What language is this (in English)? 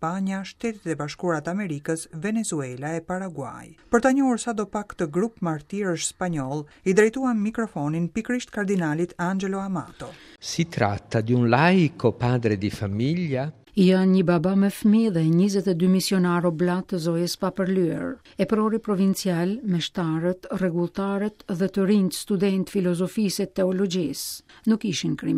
Albanian